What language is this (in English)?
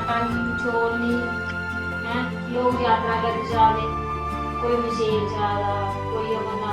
Dogri